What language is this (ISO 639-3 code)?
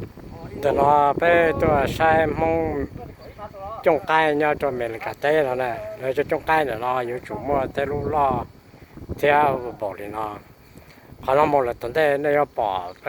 hmn